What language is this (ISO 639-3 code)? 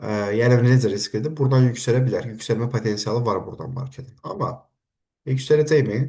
aze